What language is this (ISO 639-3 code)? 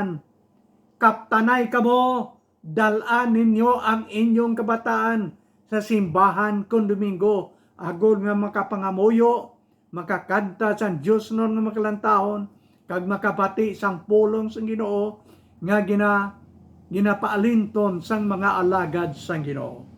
hil